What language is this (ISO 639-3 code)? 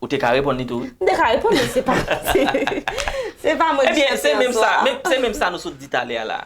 hat